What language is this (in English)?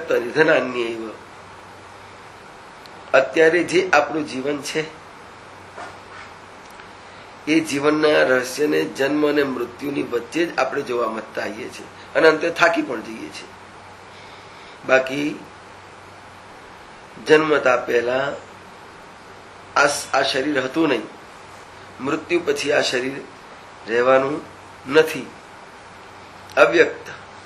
Gujarati